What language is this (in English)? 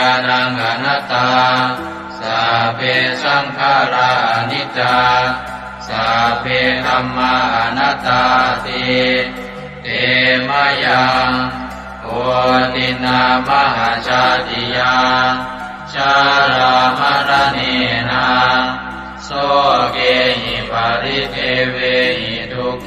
Pali